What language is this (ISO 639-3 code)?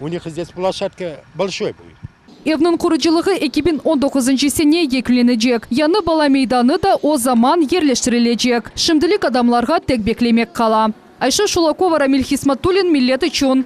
crh